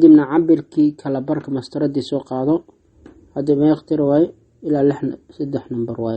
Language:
Somali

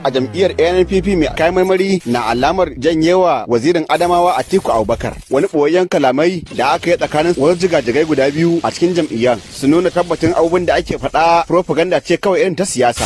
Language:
Hausa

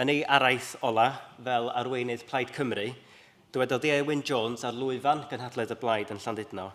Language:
Welsh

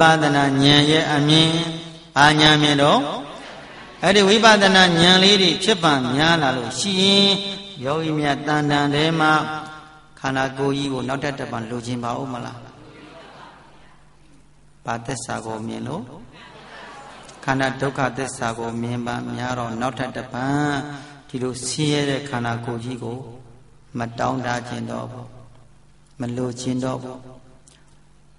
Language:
Burmese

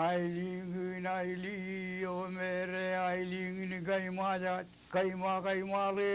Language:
Marshallese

